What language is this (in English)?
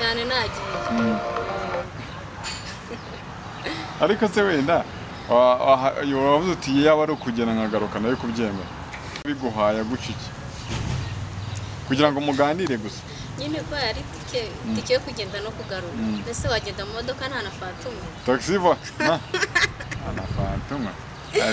Kinyarwanda